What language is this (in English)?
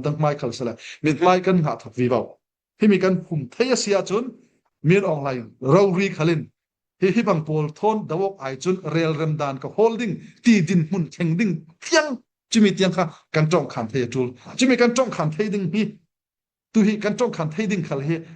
Falam Chin